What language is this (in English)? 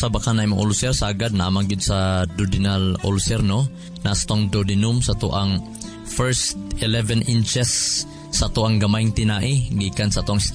Cebuano